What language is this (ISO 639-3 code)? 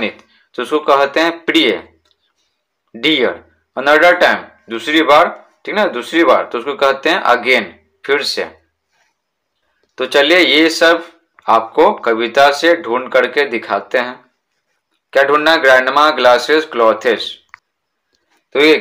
hin